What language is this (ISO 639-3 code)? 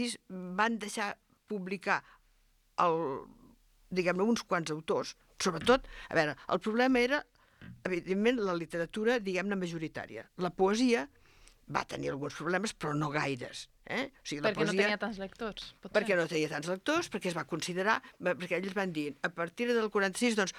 cat